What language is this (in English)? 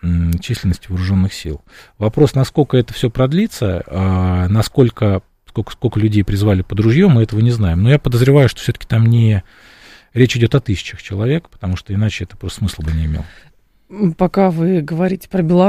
Russian